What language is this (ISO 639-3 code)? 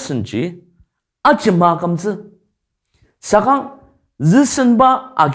njo